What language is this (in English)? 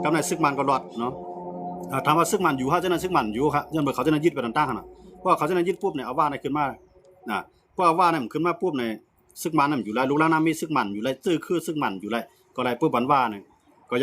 Shan